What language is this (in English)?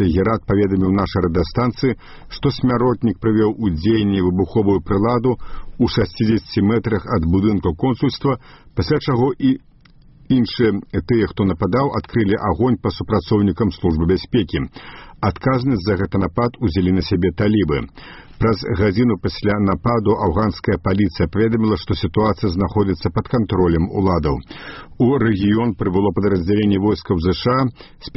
Belarusian